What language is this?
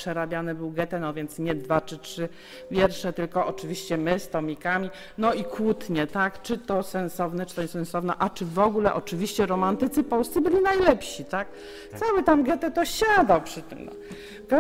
Polish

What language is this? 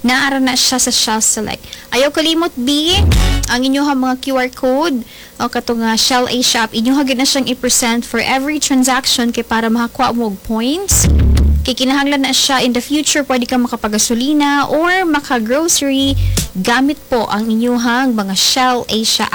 Cebuano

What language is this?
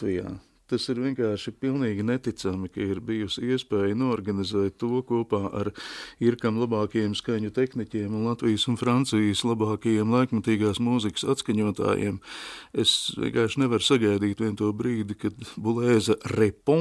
Latvian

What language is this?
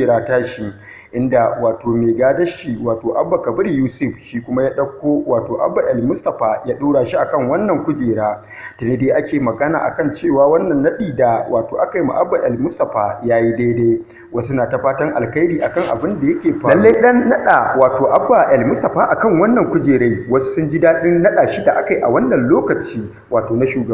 Hausa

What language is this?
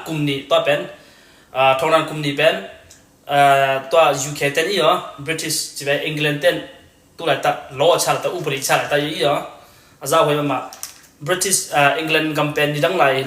Tedim Chin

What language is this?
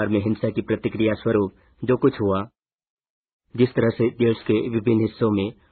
Hindi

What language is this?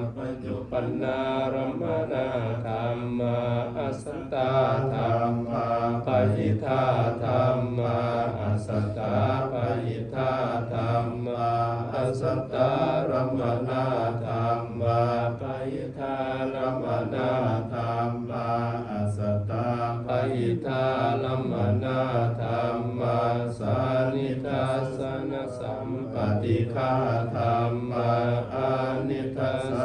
Pali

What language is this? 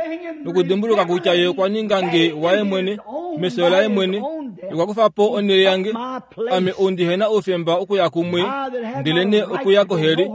Kuanyama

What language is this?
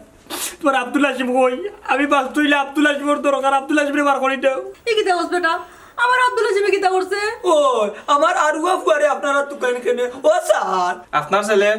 Sylheti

